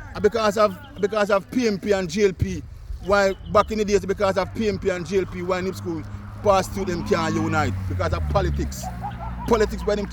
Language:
Jamaican Creole English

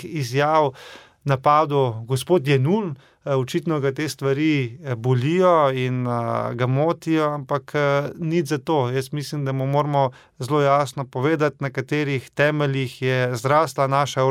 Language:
Slovenian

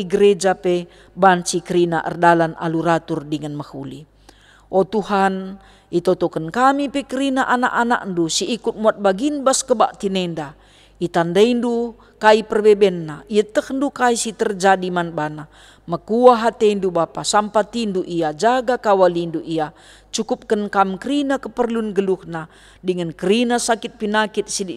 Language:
Batak Karo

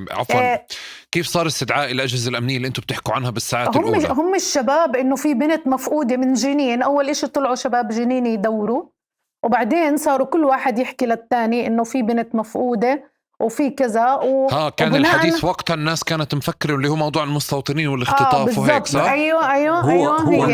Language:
North Levantine Arabic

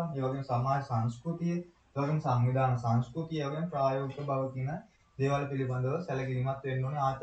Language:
Sinhala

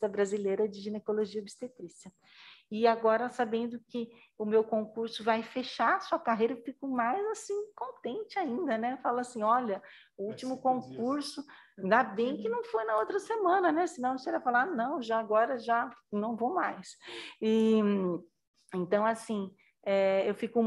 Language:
Portuguese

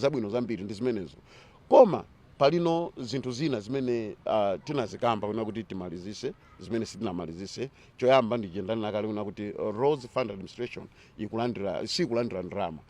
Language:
Nyanja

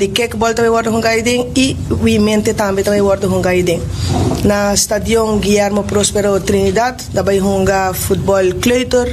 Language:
Papiamento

